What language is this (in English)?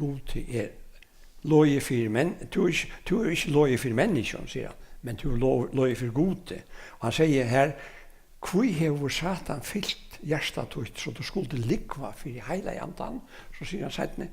Faroese